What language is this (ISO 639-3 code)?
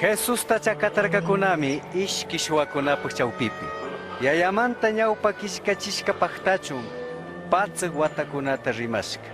qug